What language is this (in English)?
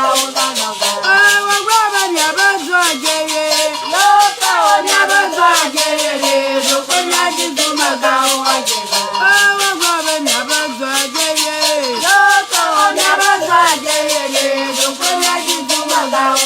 Ewe